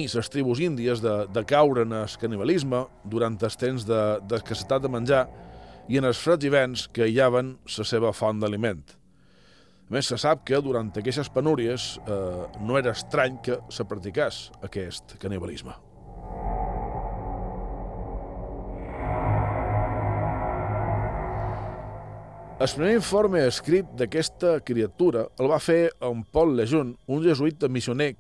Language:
Catalan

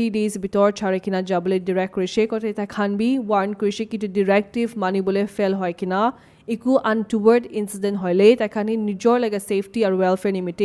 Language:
Naga Pidgin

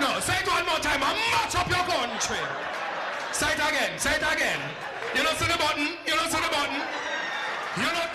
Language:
Jamaican Creole English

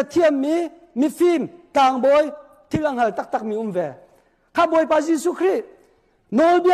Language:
Hakha Chin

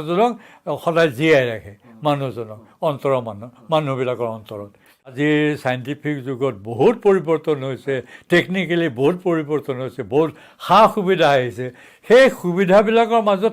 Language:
Assamese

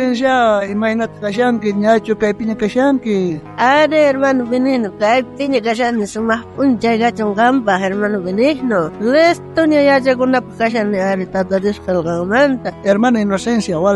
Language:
South Bolivian Quechua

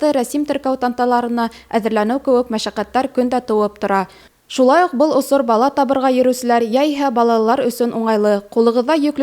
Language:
Bashkir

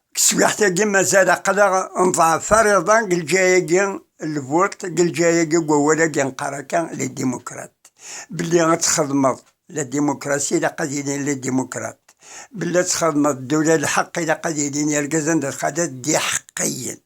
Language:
Kabyle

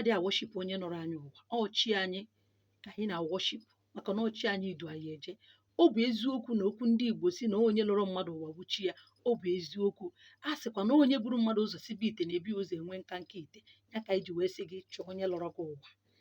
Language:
Igbo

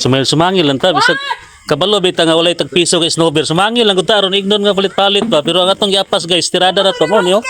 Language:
Cebuano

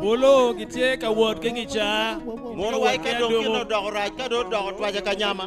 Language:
Acoli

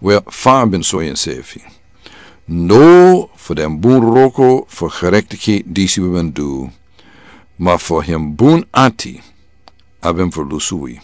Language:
Sranan Tongo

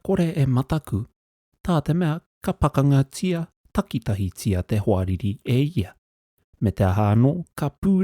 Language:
Māori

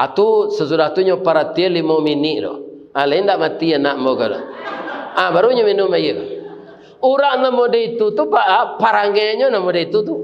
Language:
Minangkabau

